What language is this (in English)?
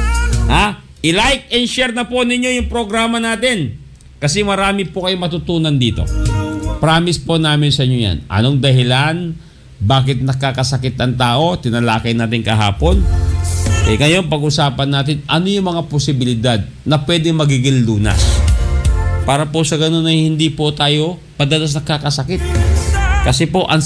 Filipino